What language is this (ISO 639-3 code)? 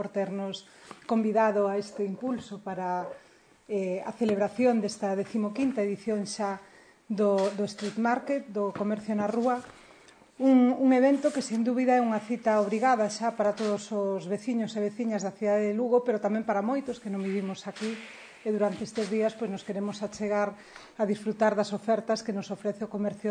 glg